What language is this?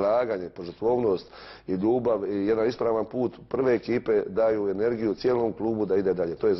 Croatian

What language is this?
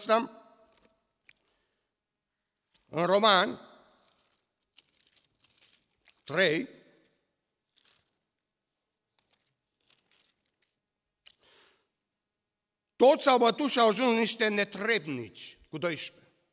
Romanian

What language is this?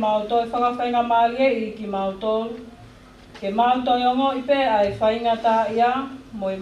Tongan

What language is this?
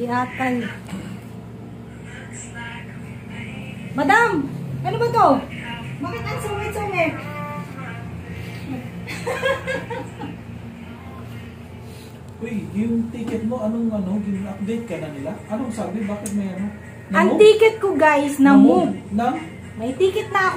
Filipino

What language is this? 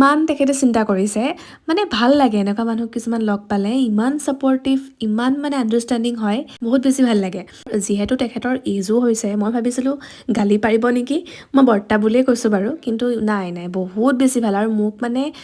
Assamese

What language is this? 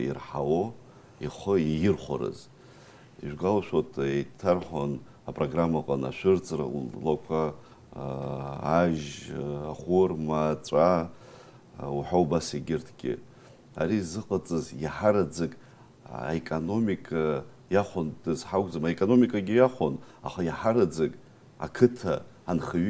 Abkhazian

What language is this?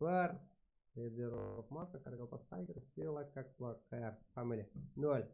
Kara-Kalpak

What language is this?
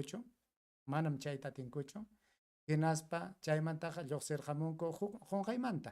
Ayacucho Quechua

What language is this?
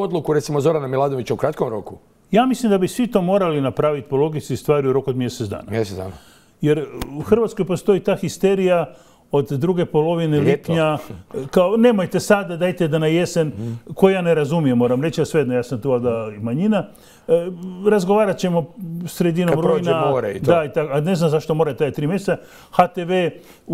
Croatian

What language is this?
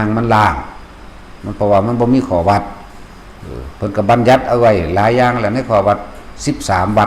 Lao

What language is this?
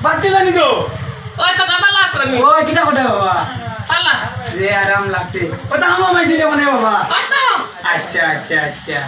Sylheti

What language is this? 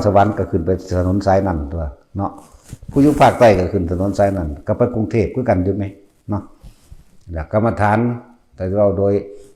Northeastern Thai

